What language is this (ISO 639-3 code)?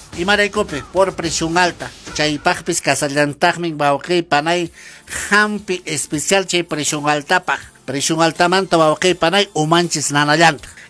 que